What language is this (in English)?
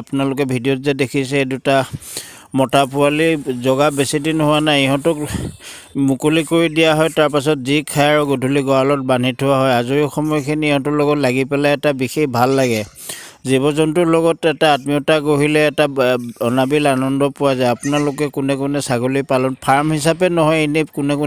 Assamese